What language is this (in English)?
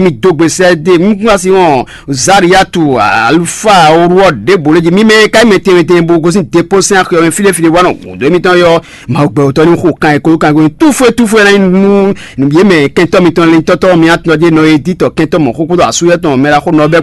Fon